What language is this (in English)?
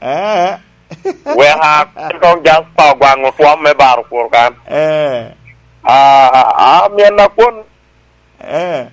Lango (Uganda)